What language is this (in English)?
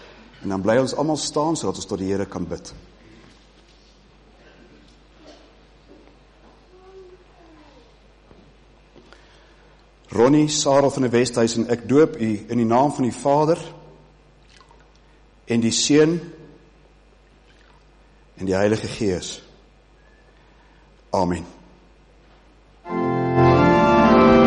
Afrikaans